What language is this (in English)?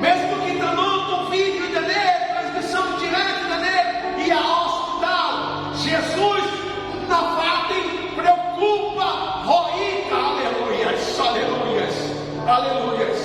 Tetum